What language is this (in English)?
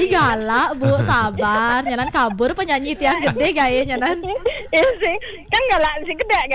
Balinese